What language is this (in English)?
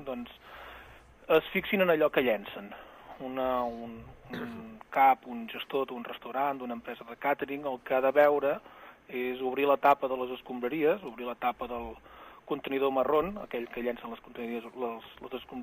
Catalan